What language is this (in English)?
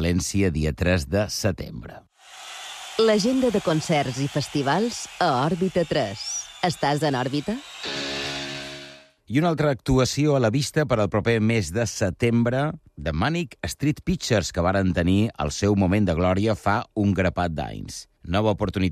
Catalan